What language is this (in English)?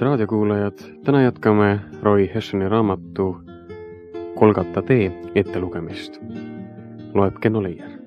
Estonian